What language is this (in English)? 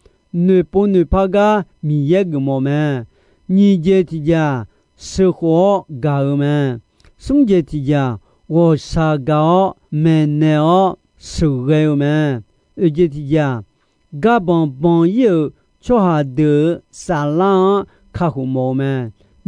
Akha